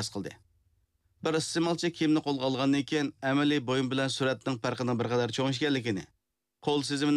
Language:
Uyghur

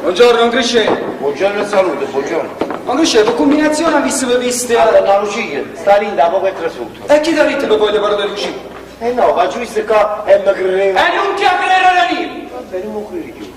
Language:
Neapolitan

